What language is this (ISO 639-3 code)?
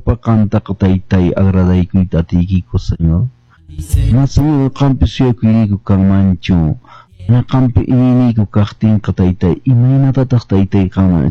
que